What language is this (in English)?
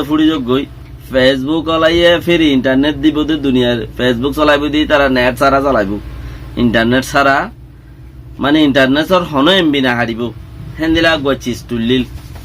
Rohingya